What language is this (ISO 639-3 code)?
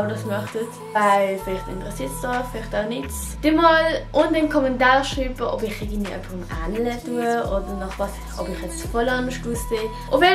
gsw